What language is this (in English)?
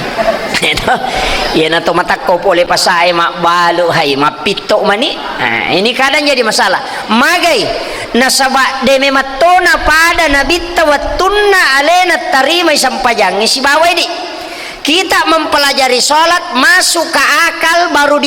Buginese